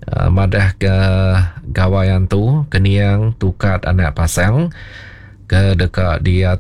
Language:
Iban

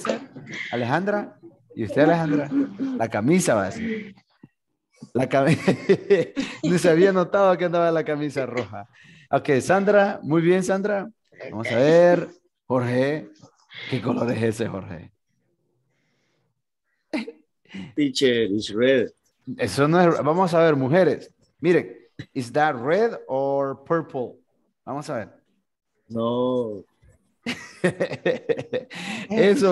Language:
Spanish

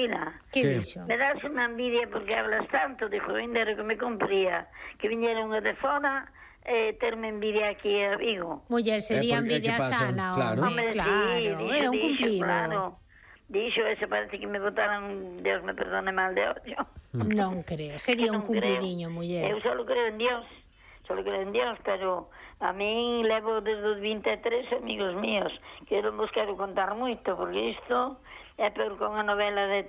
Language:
Galician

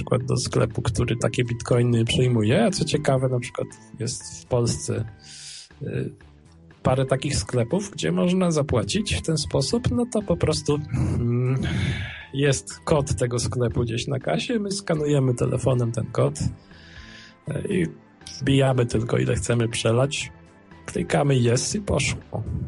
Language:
Polish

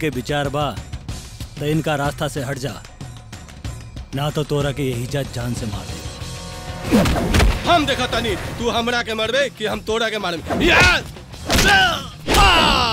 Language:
Bhojpuri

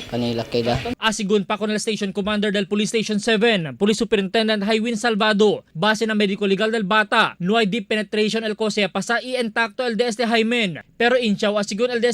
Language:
Chavacano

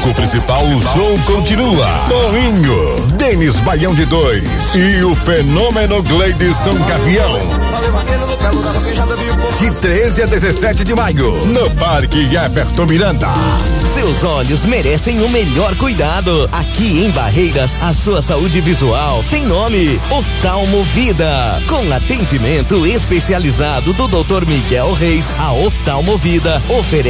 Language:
Portuguese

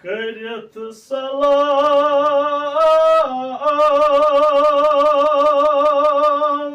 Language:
Kashmiri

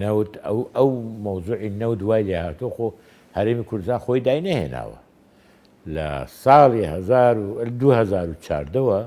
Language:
Central Kurdish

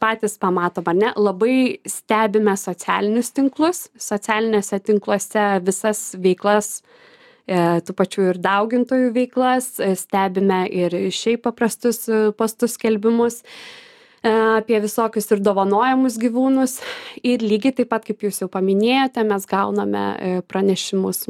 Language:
Lithuanian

